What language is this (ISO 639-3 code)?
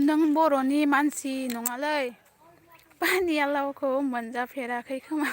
brx